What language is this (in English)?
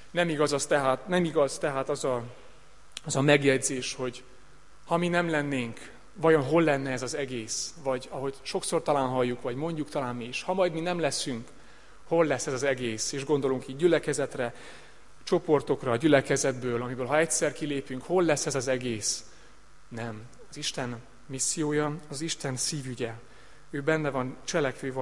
Hungarian